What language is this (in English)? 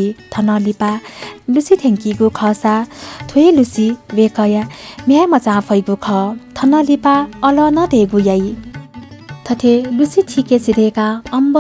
Newari